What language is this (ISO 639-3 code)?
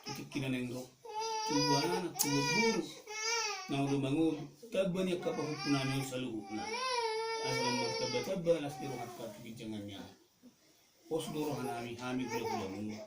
bbc